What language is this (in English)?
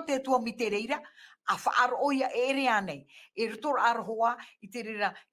Tahitian